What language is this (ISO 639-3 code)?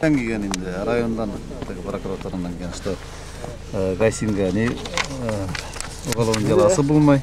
bak